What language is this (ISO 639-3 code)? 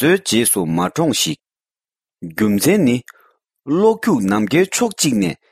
bod